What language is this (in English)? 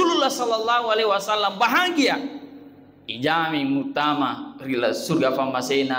Buginese